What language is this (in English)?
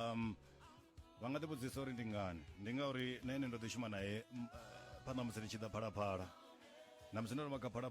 Venda